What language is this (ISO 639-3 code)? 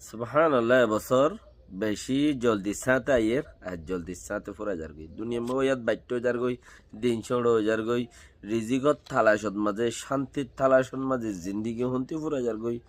rhg